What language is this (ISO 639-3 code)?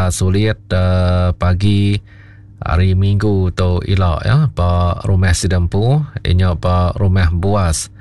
iba